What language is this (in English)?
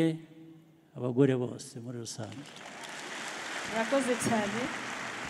Kinyarwanda